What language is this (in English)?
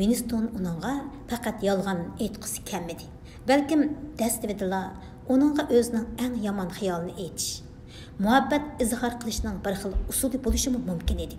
Uyghur